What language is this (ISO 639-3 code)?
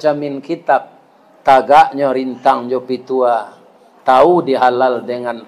min